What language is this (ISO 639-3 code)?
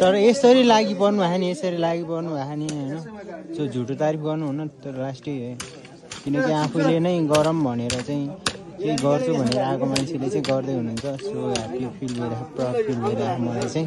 nep